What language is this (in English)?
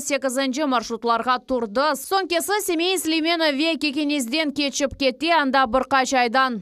Crimean Tatar